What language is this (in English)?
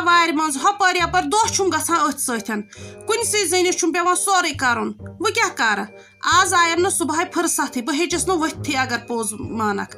Kashmiri